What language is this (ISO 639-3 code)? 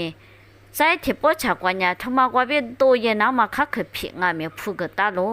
lis